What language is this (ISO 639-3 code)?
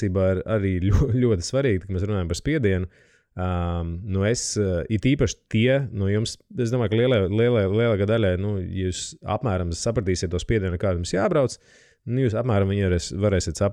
lav